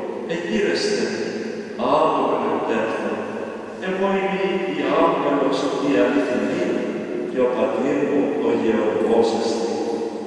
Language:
Greek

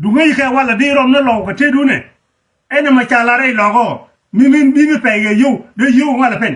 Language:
Nuer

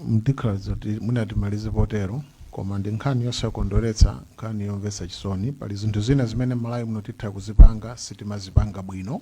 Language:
Nyanja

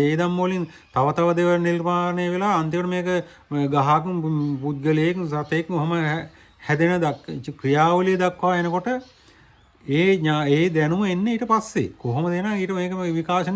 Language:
Sinhala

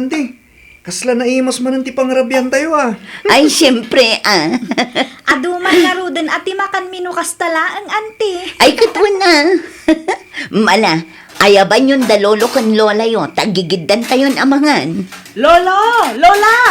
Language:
Iloko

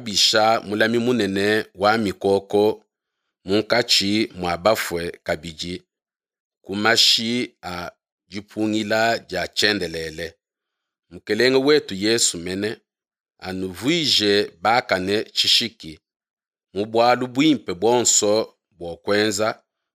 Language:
Luba-Lulua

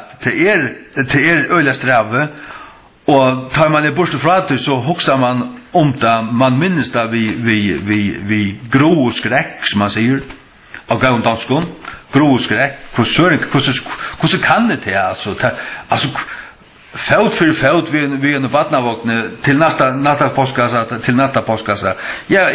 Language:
Faroese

